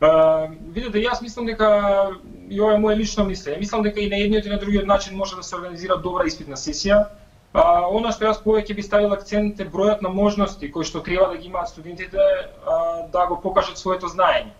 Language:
Macedonian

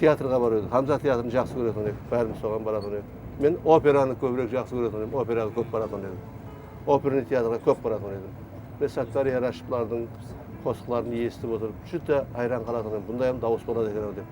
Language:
Kara-Kalpak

